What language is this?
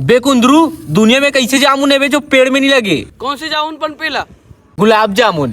Chhattisgarhi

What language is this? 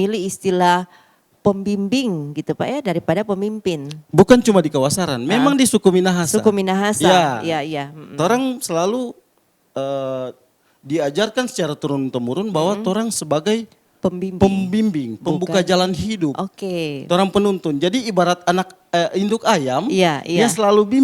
Manado Malay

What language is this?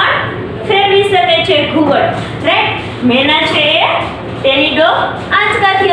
Gujarati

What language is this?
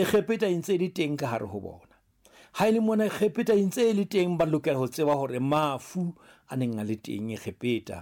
Southern Sotho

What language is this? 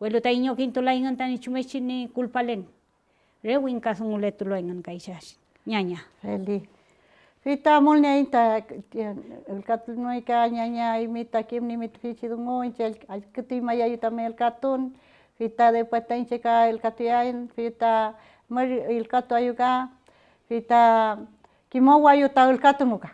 Mapuche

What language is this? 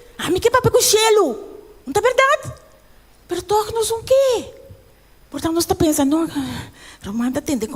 Papiamento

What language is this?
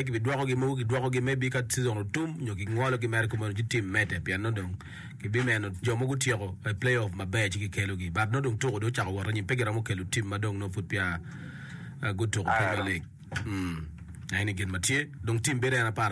Acoli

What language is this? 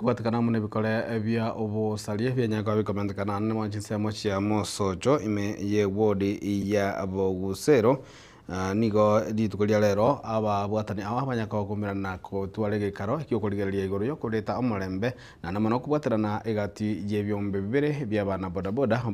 Gusii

